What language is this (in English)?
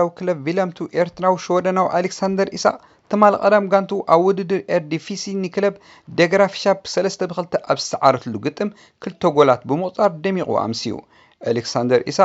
Tigrinya